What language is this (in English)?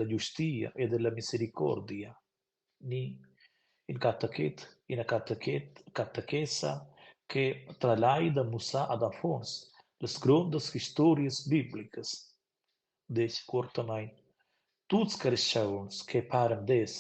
Romansh